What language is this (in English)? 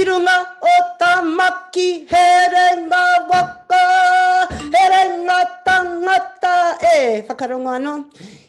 Māori